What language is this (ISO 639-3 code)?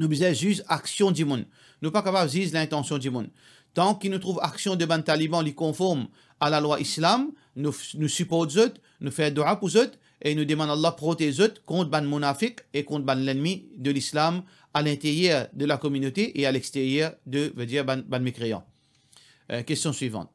mfe